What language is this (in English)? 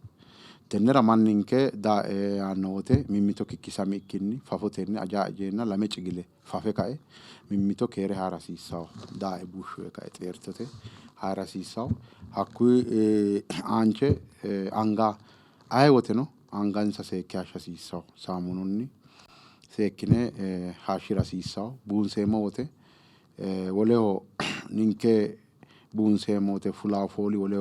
Sidamo